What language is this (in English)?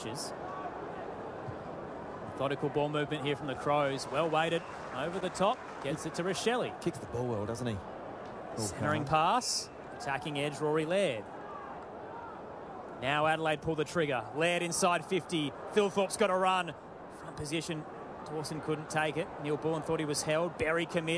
English